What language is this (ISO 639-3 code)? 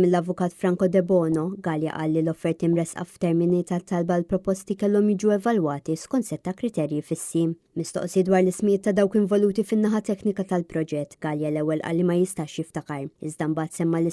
mlt